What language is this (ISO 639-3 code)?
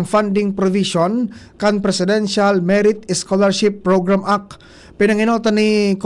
bik